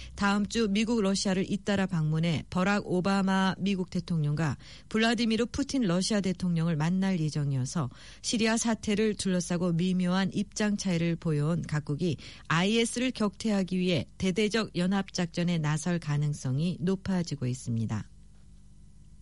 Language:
Korean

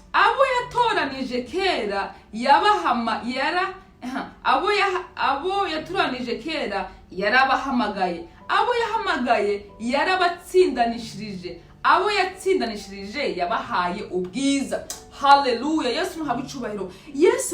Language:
Rundi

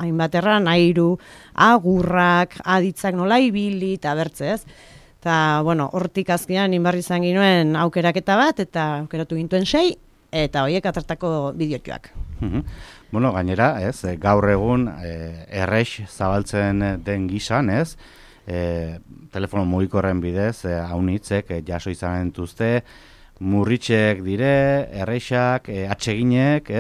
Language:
Basque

